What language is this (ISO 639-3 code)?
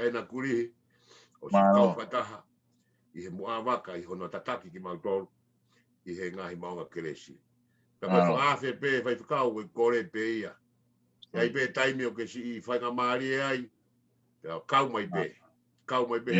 ton